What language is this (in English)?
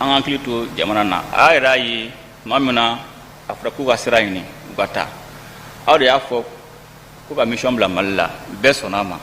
Bambara